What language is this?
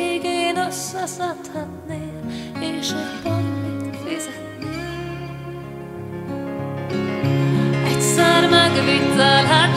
Hungarian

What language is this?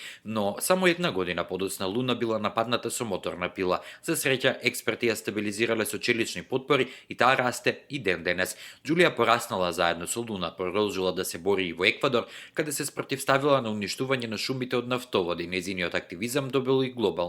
Macedonian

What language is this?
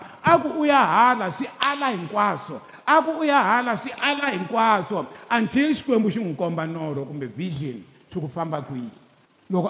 Tsonga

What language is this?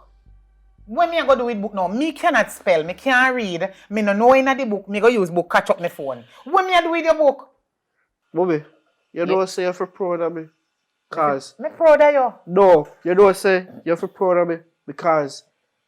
Jamaican Creole English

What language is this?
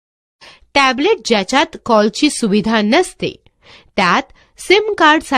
Marathi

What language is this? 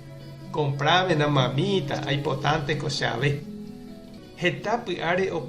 Guarani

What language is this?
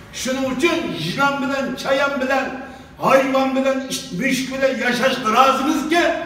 Uyghur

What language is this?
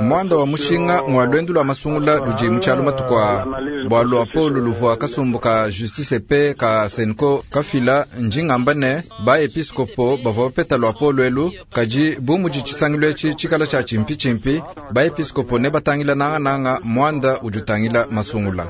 Luba-Lulua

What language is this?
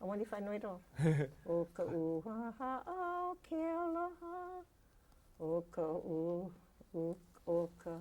Hawaiian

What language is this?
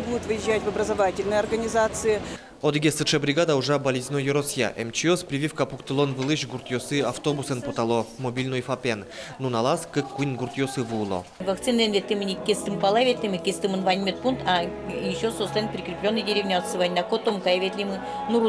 Udmurt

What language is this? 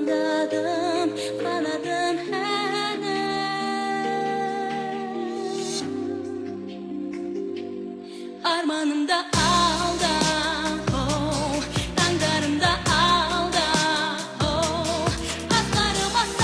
Kazakh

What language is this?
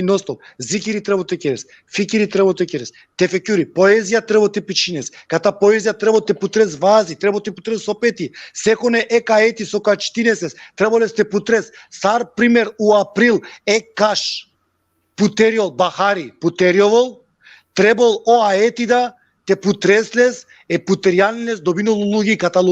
Balkan Romani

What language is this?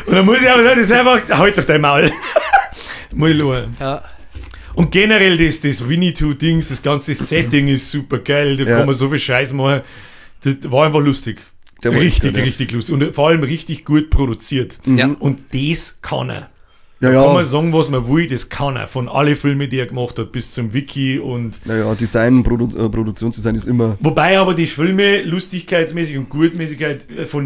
Bavarian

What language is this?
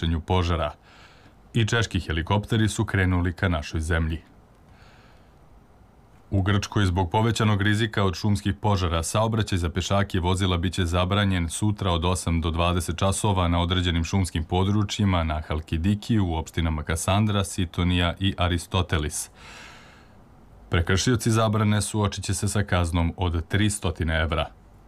Serbian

